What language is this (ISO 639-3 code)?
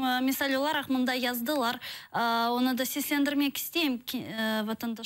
crh